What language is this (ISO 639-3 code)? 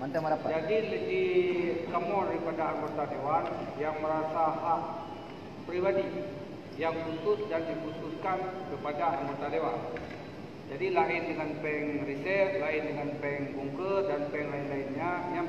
ace